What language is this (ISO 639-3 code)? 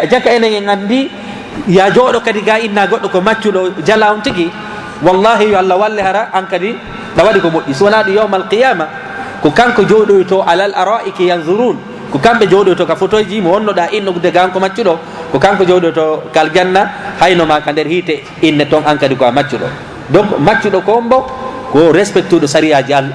ful